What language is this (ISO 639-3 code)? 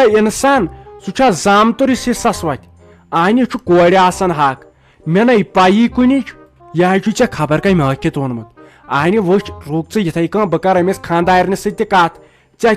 kas